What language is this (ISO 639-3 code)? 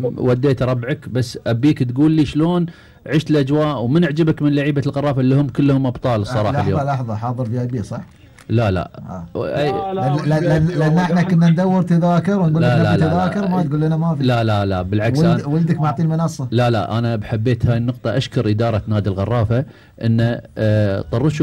afb